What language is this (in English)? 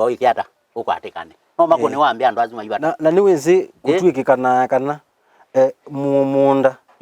Kamba